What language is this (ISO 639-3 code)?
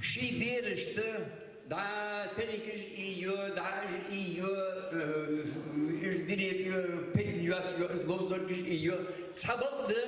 inh